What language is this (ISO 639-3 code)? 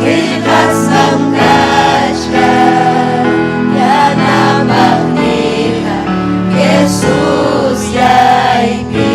quy